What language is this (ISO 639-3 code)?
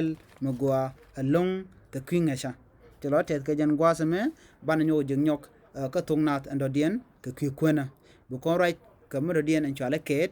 nus